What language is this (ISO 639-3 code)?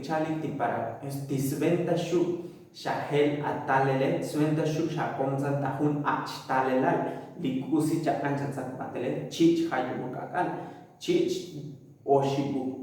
tzo